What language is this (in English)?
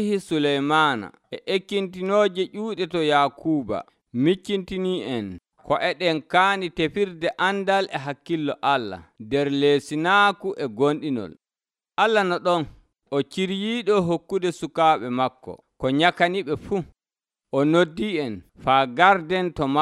Nigerian Fulfulde